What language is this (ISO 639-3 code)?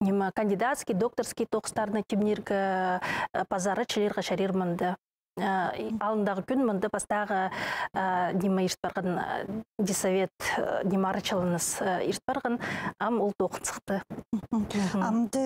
kjh